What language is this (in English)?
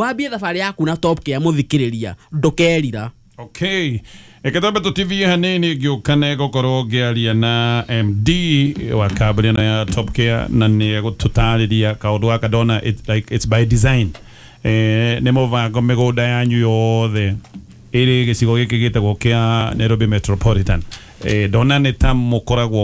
Kikuyu